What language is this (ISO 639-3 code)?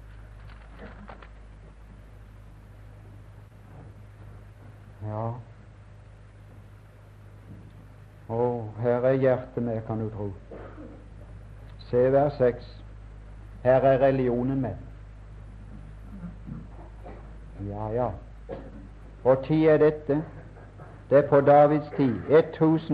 nor